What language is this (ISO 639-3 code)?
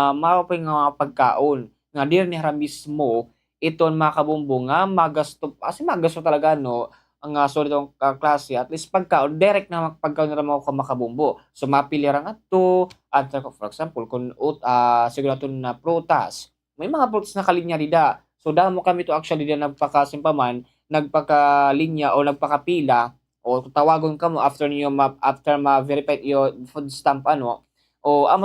war